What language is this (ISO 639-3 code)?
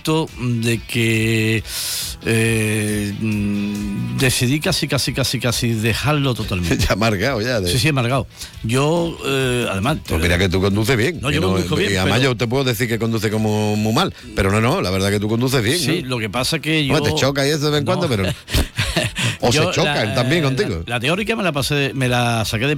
spa